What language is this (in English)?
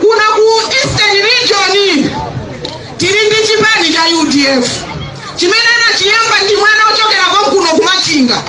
Nyanja